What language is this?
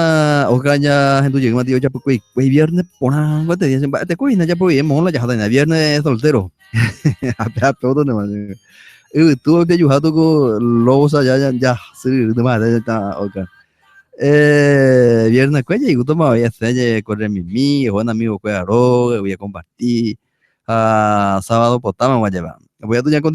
Guarani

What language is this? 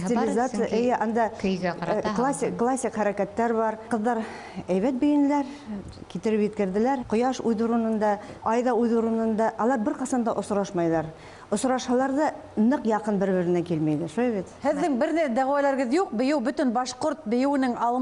Bashkir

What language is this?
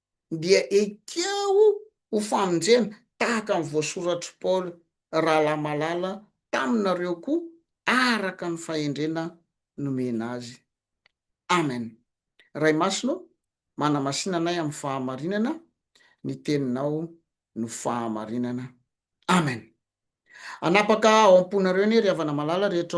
Malagasy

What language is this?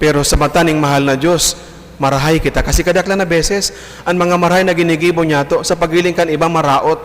Bikol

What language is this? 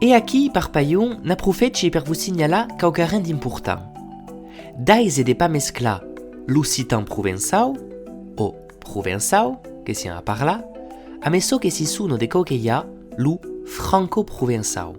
Occitan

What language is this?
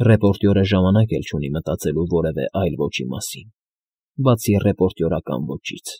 Armenian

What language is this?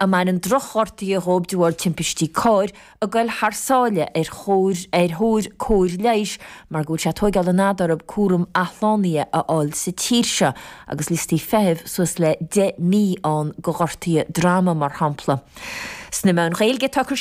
Irish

